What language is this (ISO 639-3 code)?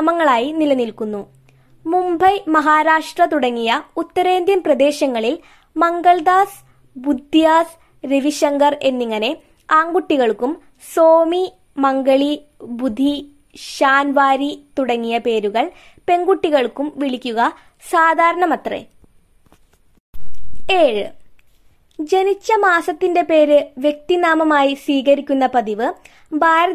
mal